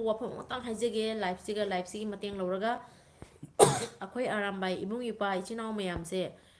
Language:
Manipuri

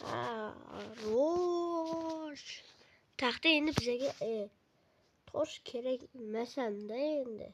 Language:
Uzbek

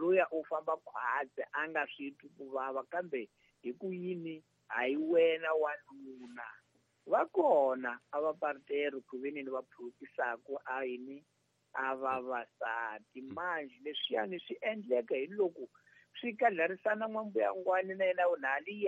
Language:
Tsonga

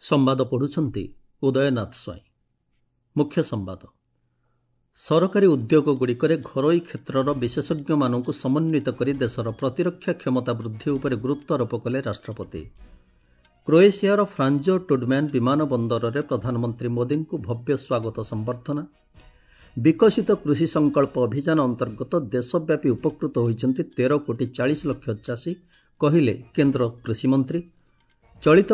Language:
Odia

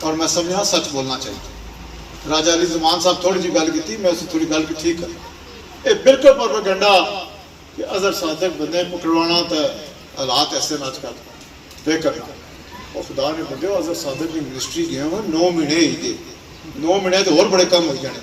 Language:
Pahari-Potwari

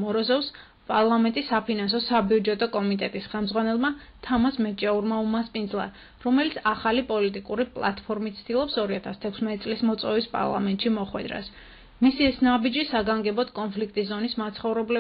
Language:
Georgian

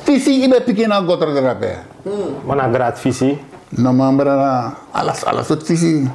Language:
Sranan Tongo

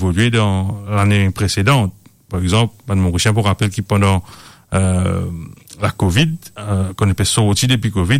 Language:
Morisyen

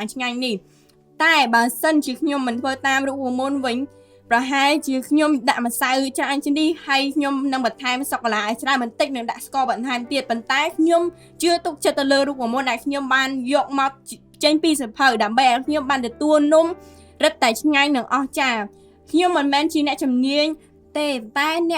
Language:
Khmer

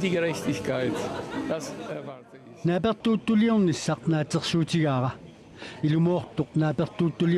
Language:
Kalaallisut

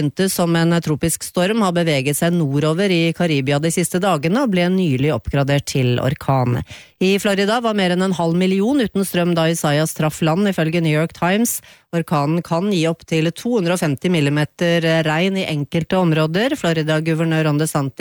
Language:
Norwegian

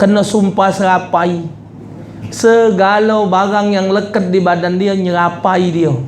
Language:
Musi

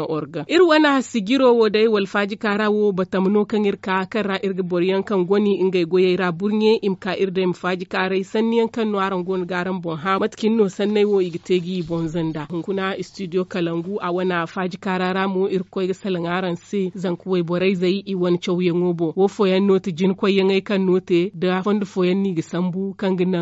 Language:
Zarma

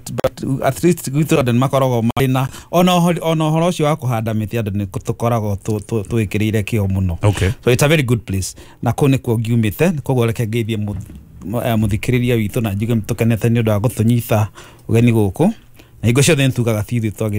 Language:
Kikuyu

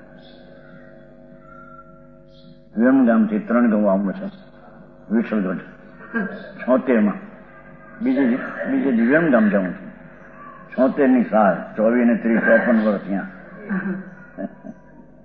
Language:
Gujarati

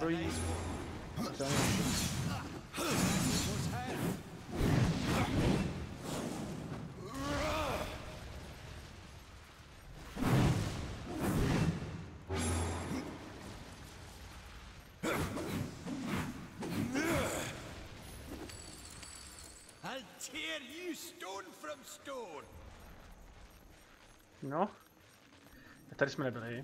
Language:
Czech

